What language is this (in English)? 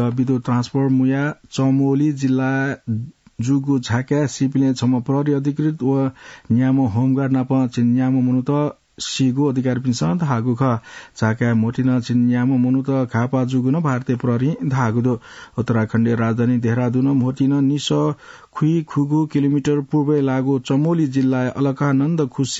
Newari